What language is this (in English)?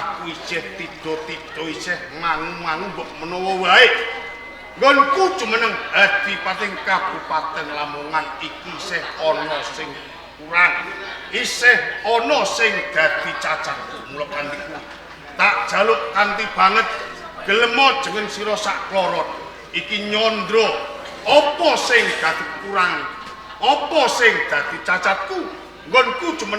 Javanese